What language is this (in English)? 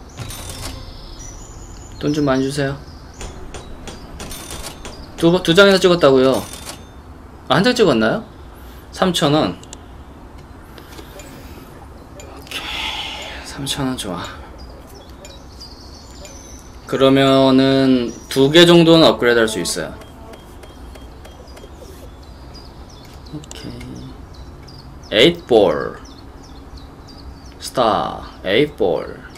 Korean